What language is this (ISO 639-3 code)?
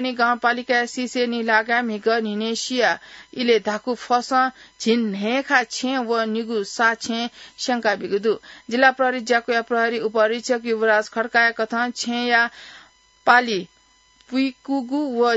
new